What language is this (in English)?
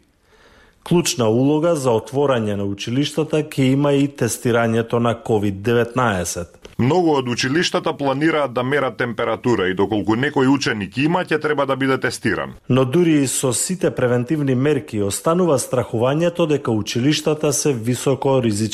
Macedonian